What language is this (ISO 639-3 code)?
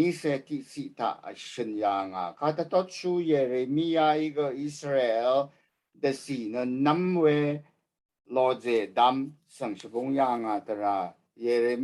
raw